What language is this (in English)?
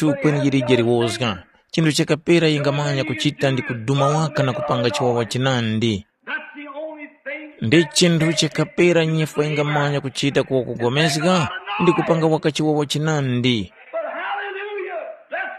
Tumbuka